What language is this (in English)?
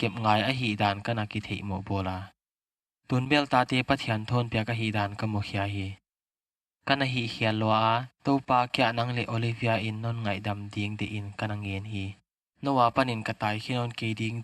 Paite Chin